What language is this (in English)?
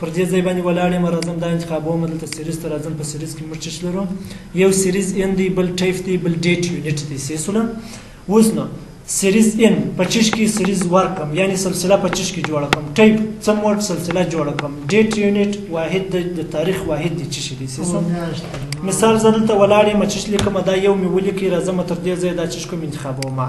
Pashto